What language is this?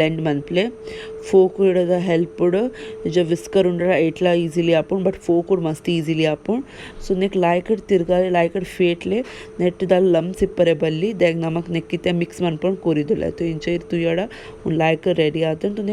Tulu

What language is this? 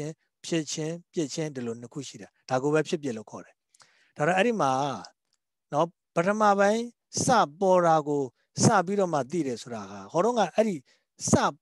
Burmese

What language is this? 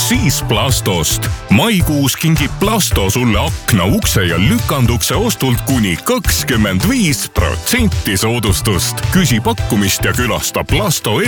Estonian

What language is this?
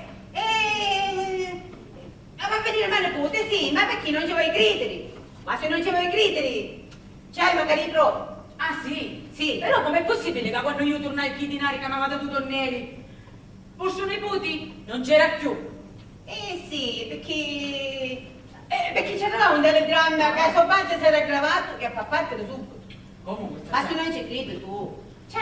Sicilian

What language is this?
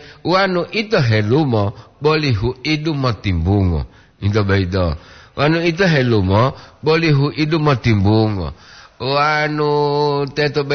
Gorontalo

